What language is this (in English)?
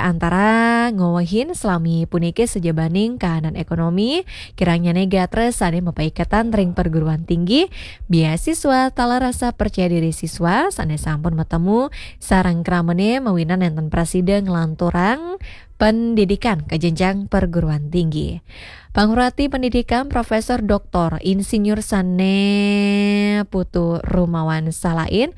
Balinese